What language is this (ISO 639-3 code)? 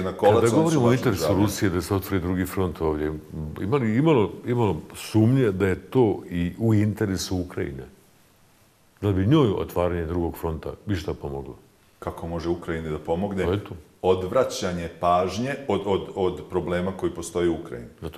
bos